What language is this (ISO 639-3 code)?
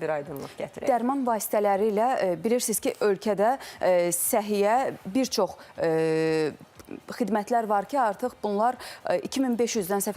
aze